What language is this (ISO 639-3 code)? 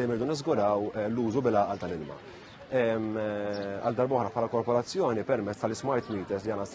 mlt